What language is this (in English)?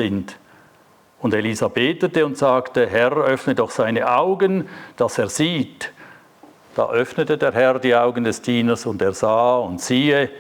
Swiss German